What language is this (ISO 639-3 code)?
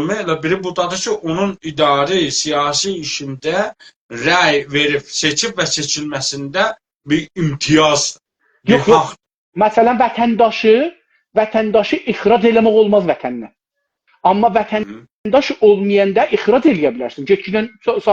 azb